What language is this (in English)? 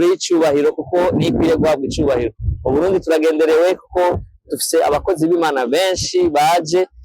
Rundi